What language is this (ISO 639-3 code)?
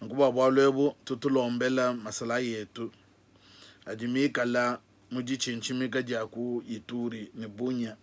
lua